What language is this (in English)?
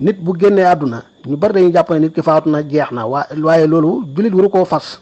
Wolof